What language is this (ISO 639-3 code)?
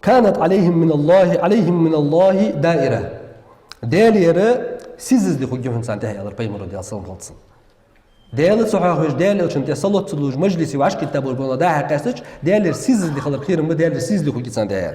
inh